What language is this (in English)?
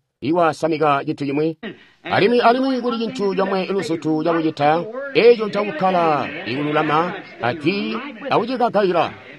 Tonga (Zambia)